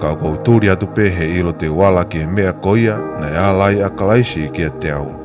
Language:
Tongan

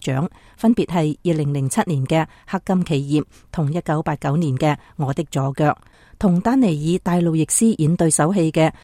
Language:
Cantonese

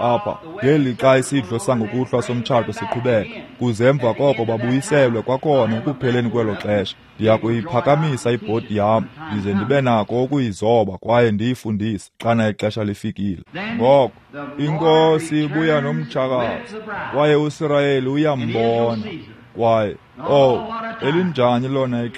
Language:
Xhosa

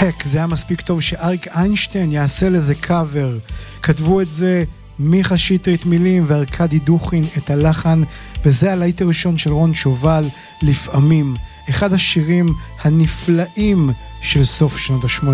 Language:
Hebrew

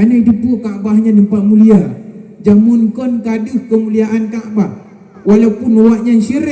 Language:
Achinese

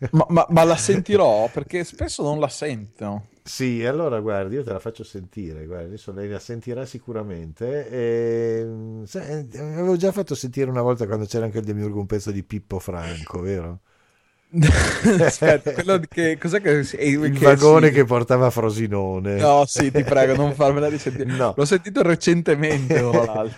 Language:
Italian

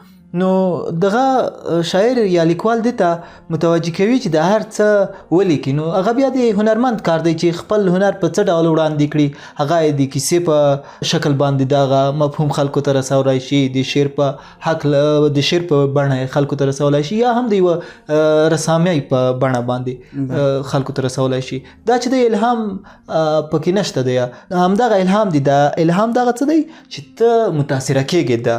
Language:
Pashto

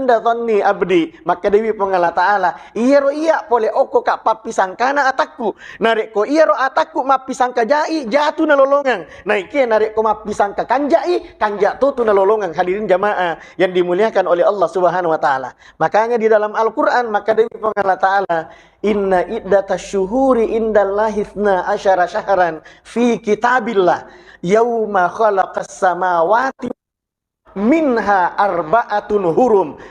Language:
Buginese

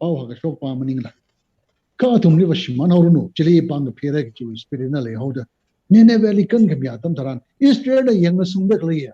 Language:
Tangkhul Naga (India)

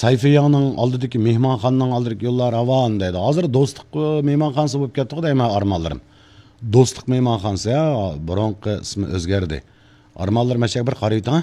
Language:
Uyghur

